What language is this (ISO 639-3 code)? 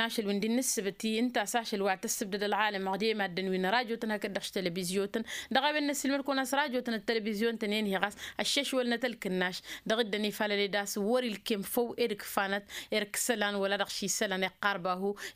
taq